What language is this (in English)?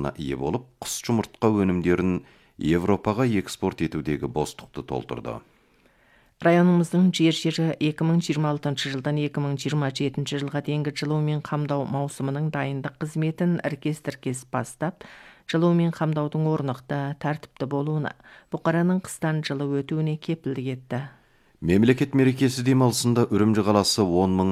Kazakh